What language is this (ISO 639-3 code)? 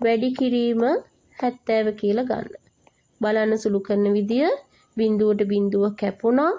sin